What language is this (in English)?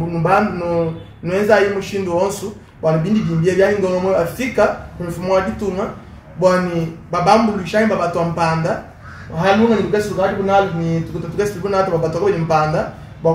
Luba-Lulua